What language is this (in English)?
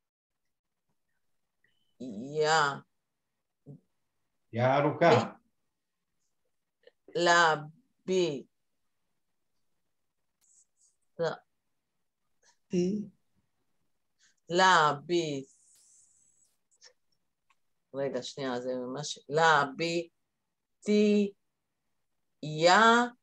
Hebrew